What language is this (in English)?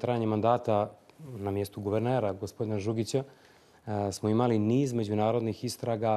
Bosnian